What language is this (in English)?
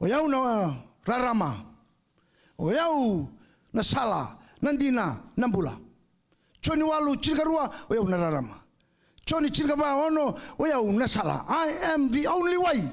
Fijian